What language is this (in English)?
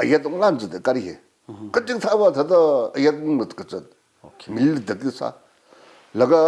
Tangkhul Naga (India)